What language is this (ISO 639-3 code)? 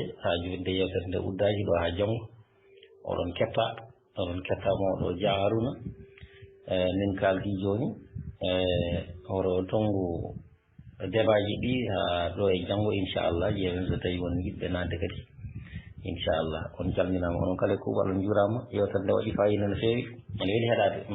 ful